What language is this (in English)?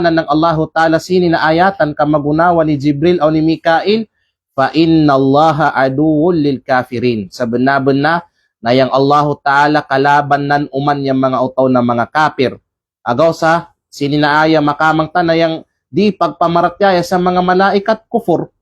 Kalagan